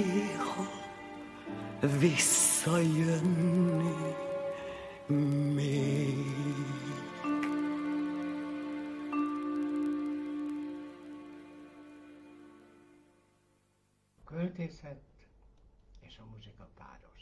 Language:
Hungarian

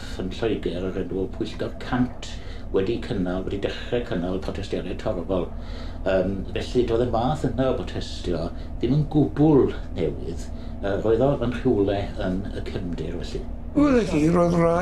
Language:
Welsh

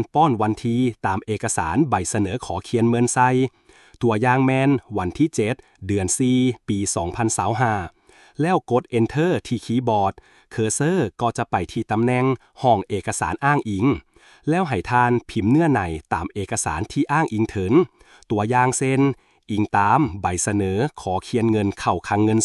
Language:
Lao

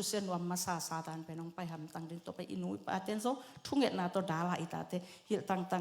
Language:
Tedim Chin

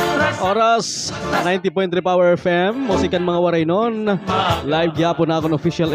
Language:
Waray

